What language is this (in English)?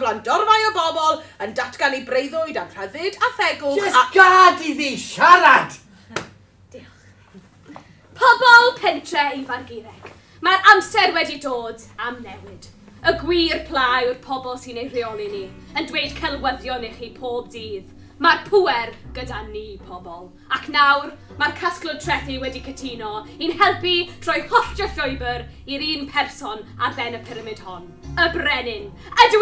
Welsh